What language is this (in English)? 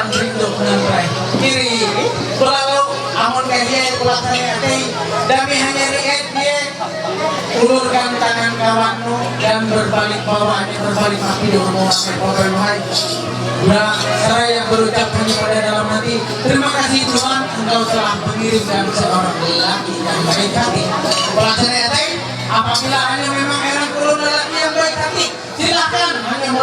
Ma'anyan